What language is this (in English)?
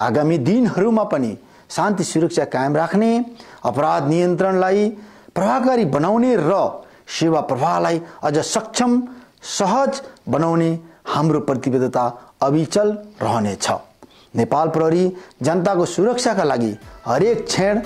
Nepali